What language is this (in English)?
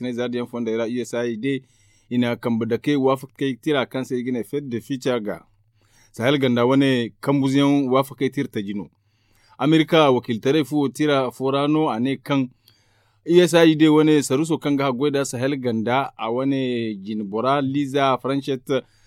Zarma